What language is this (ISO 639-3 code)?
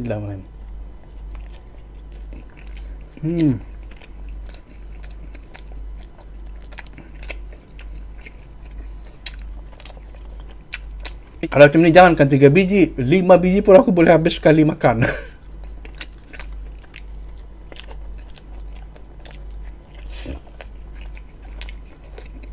msa